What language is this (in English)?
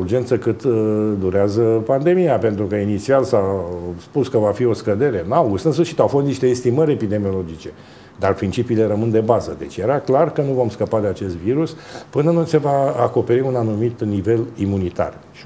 Romanian